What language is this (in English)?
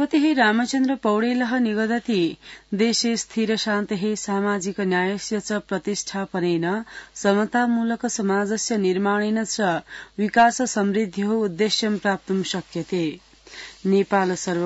Sanskrit